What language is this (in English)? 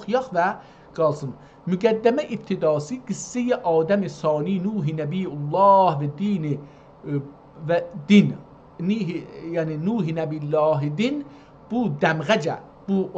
South Azerbaijani